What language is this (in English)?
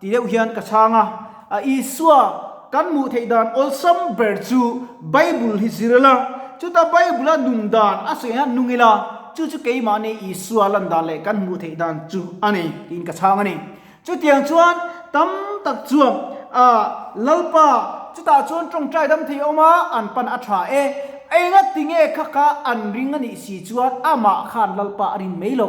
Mizo